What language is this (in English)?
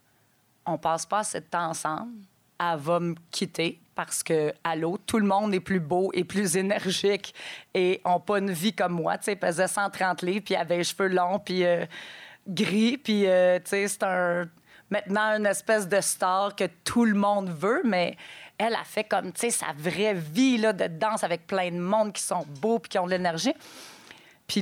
French